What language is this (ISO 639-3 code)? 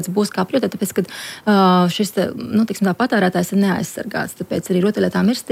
lav